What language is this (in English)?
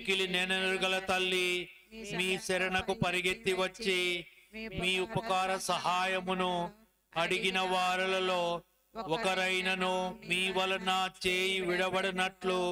Telugu